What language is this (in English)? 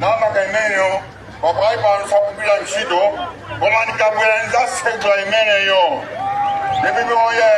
Nyanja